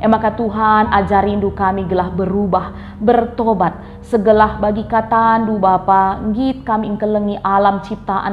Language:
Batak Karo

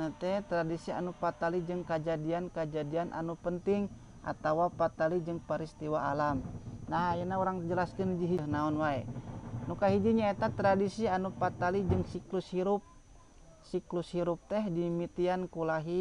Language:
Sundanese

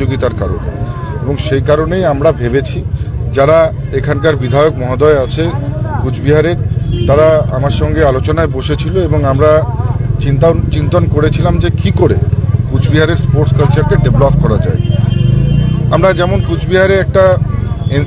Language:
Bangla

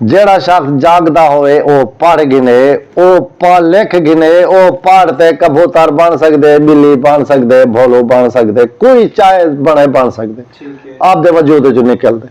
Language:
Saraiki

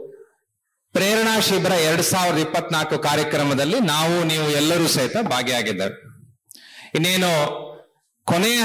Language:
Kannada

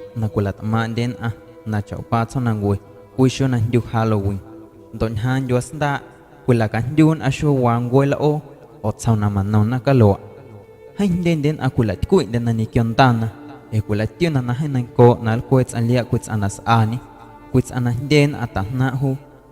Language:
Guerrero Amuzgo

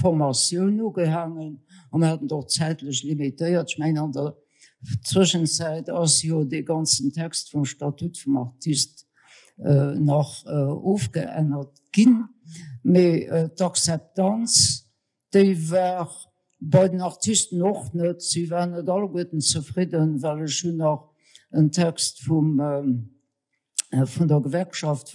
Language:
Luxembourgish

